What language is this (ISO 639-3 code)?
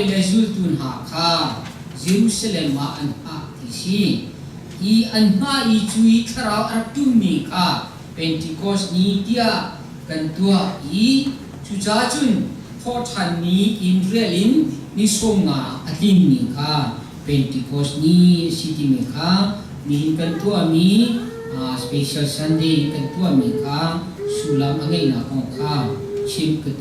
cnh